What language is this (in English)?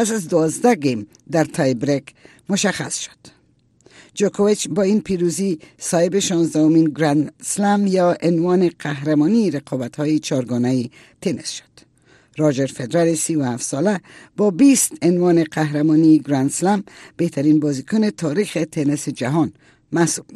Persian